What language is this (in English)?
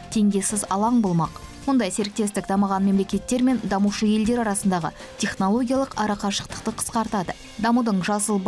Kazakh